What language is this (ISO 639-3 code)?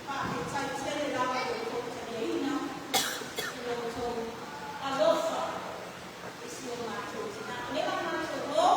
smo